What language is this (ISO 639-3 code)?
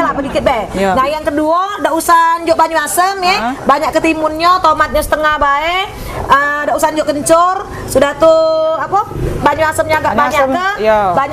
mui